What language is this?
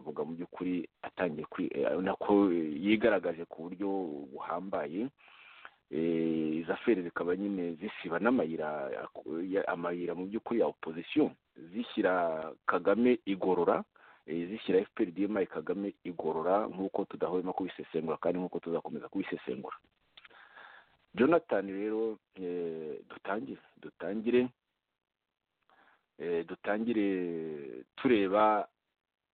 Kinyarwanda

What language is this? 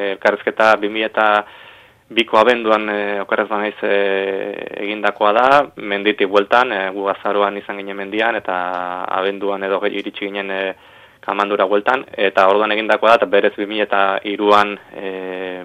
Basque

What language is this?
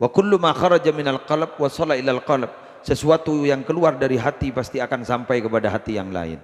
Madurese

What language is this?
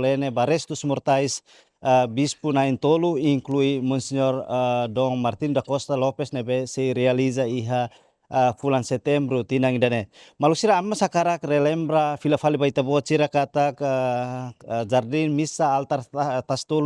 Tetum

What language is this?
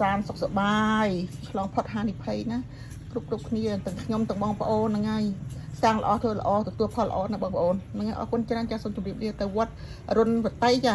Khmer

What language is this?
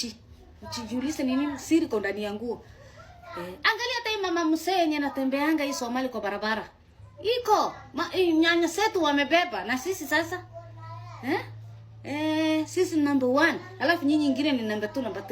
Swahili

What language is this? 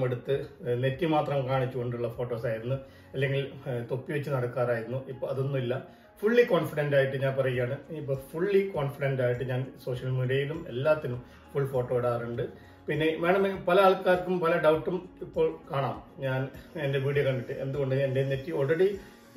Malayalam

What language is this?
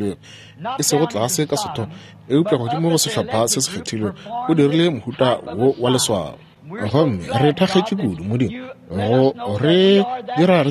Northern Sotho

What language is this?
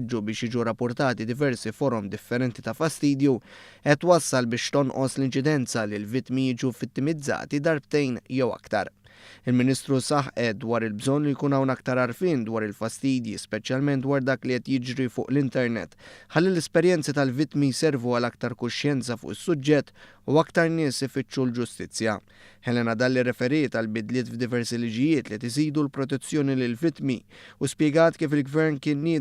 Maltese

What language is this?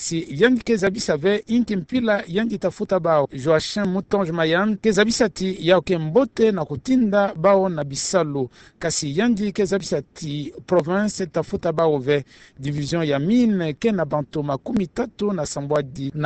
Kituba (Democratic Republic of Congo)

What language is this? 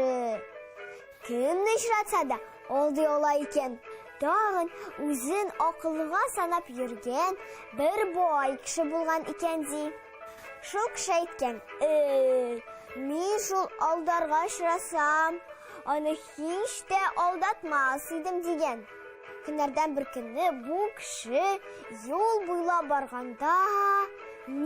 Tatar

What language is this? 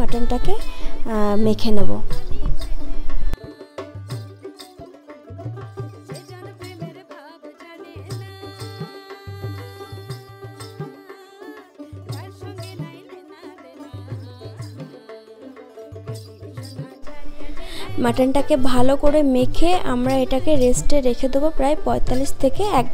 Bangla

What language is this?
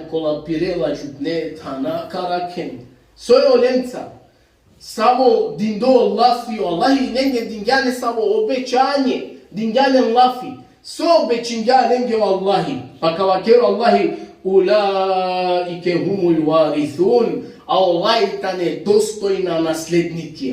Balkan Romani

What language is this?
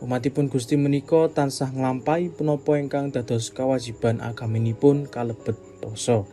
Javanese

